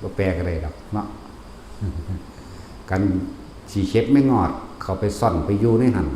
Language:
Lao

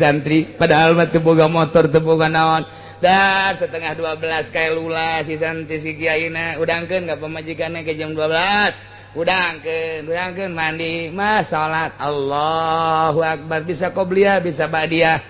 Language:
Sundanese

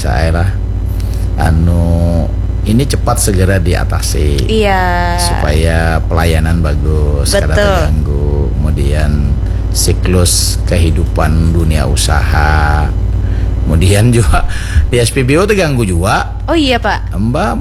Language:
Banjar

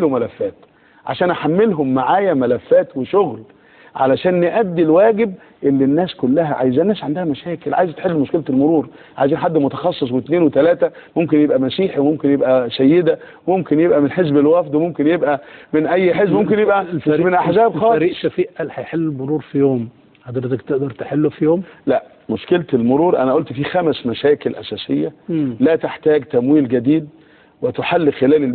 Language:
Egyptian Arabic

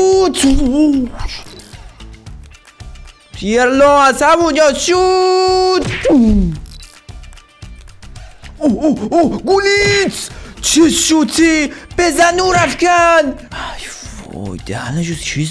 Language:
Persian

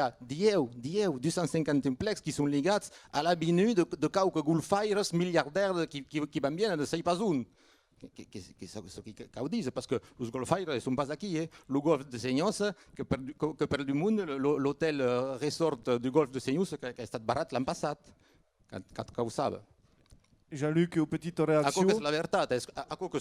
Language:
Occitan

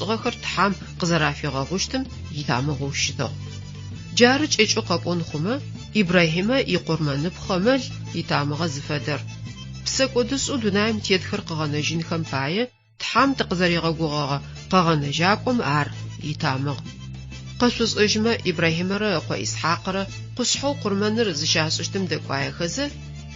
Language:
Adyghe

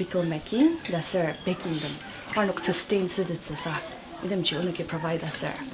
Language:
Ao Naga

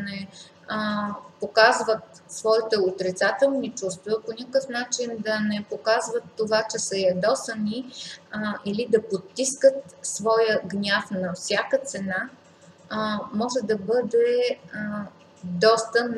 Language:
Bulgarian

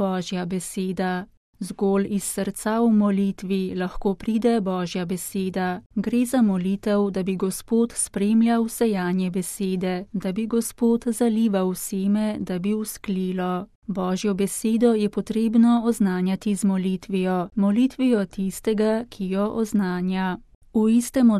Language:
Slovenian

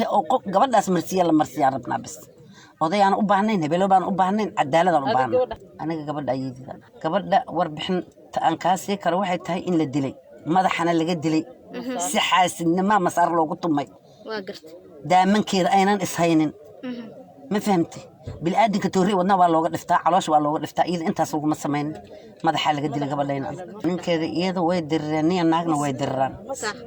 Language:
Somali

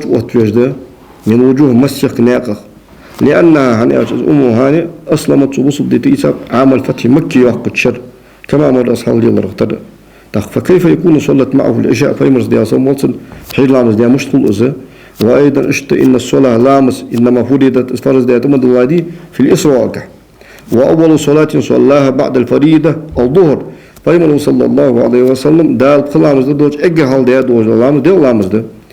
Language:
Ingush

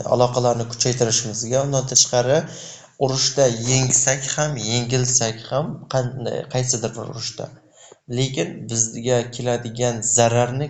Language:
Uzbek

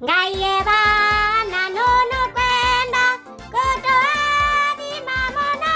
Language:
Kamba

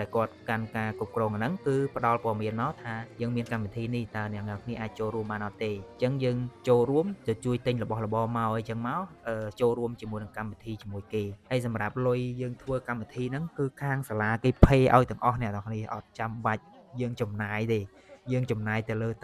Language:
Khmer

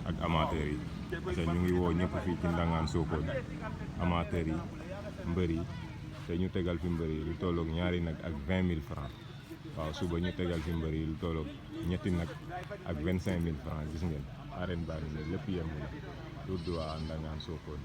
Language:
Wolof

